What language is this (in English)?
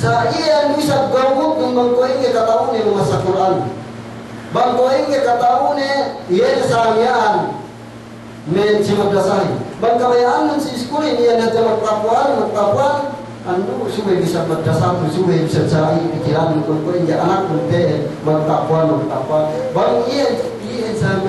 Yakan